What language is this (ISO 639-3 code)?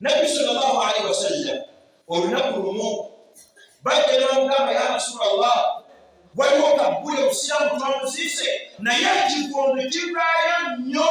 lug